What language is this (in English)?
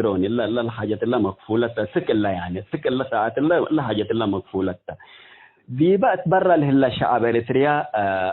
Tigre